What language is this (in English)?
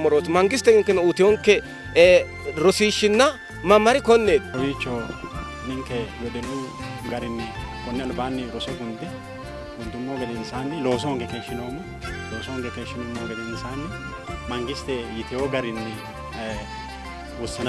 Sidamo